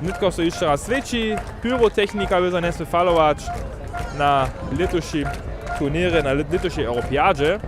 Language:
Upper Sorbian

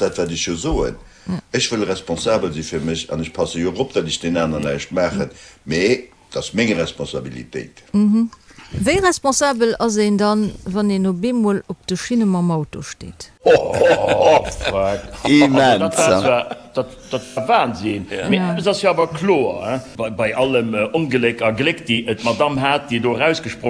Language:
Luxembourgish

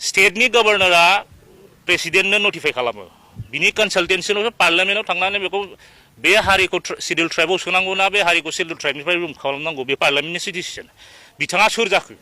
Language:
Bodo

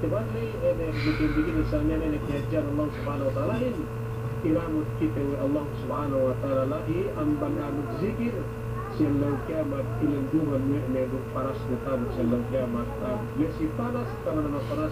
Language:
Yakan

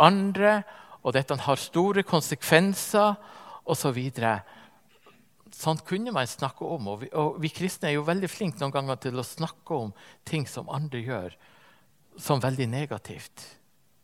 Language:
Norwegian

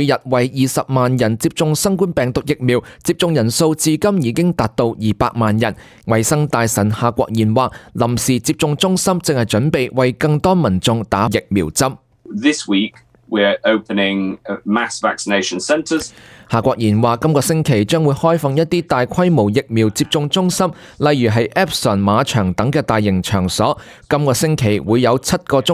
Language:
Cantonese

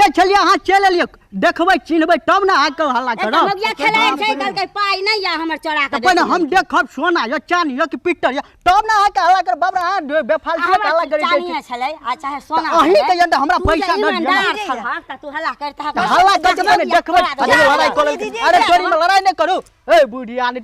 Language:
Maithili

